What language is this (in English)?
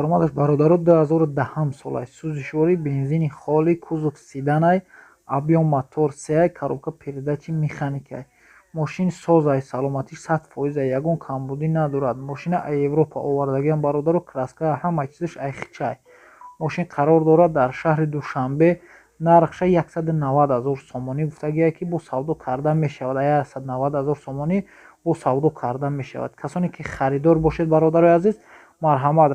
Tajik